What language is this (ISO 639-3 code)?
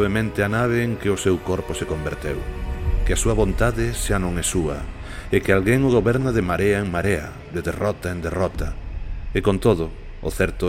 glg